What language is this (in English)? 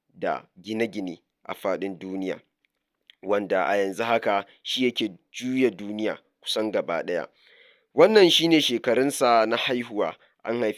Hausa